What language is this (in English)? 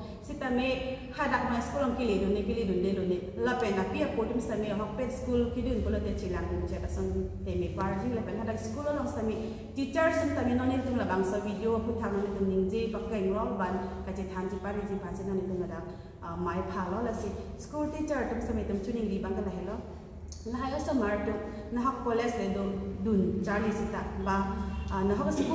Karbi